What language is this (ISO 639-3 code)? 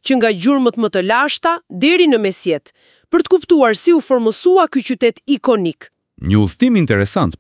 sqi